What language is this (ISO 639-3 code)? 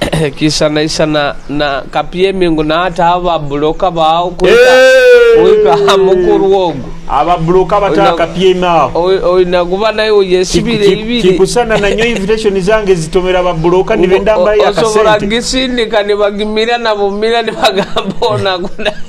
nyo